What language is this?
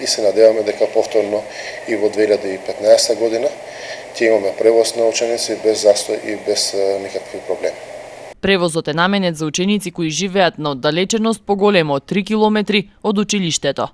Macedonian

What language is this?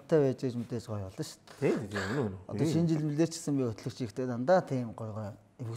Mongolian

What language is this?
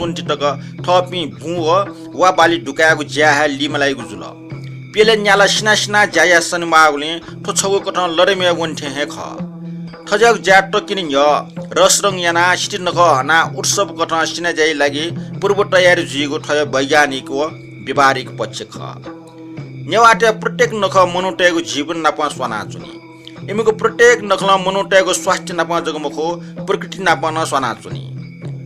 Newari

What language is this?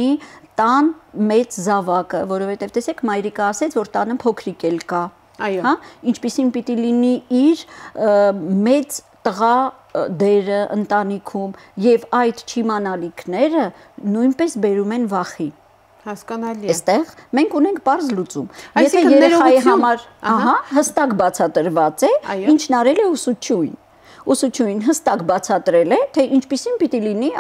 Armenian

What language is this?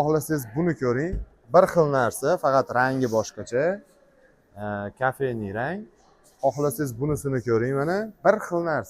Uzbek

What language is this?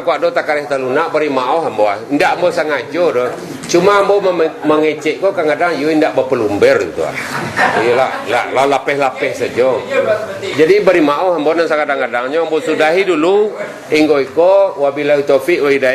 Minangkabau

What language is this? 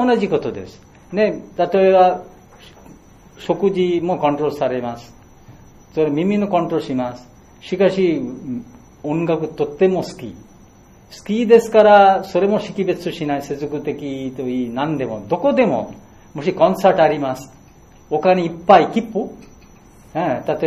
Japanese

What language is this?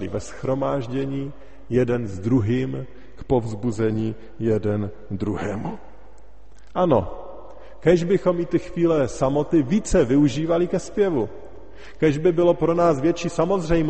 Czech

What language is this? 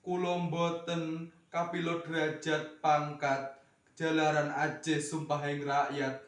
Javanese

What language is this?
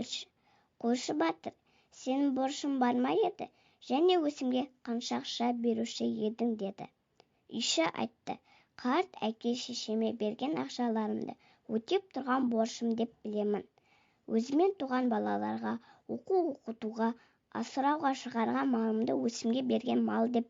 Kazakh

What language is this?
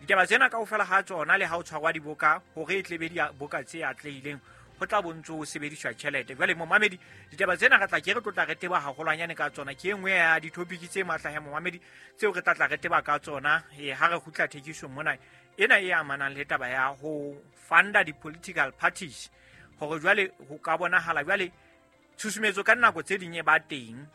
Southern Sotho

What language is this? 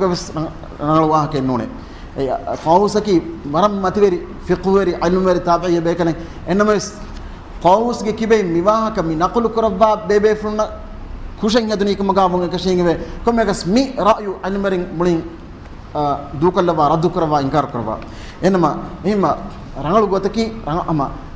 Divehi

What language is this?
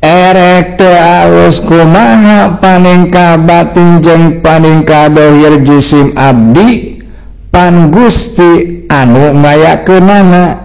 Sundanese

